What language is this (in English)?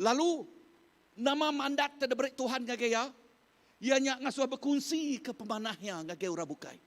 Iban